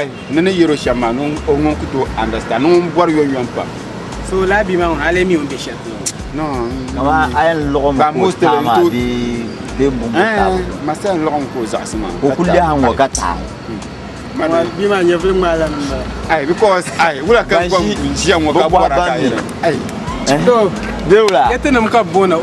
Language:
Dagbani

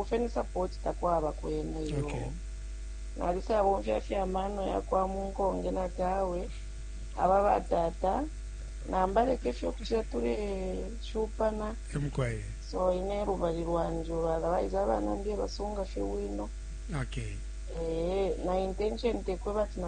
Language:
Bemba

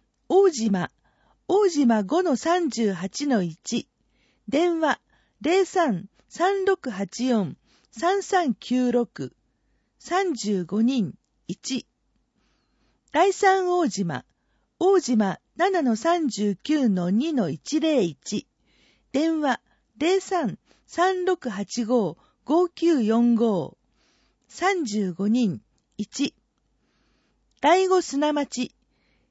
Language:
Japanese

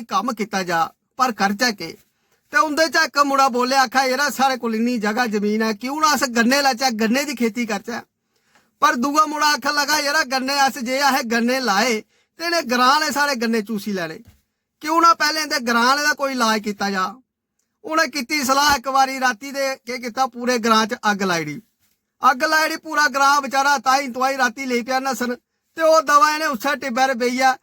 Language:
Dogri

